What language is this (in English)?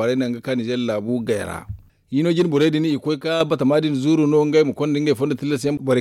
Zarma